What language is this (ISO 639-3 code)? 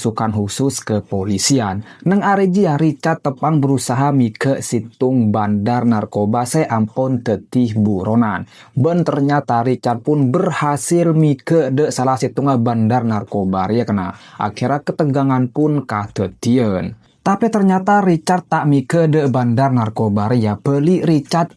mad